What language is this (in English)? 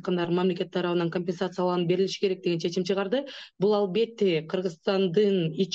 Kyrgyz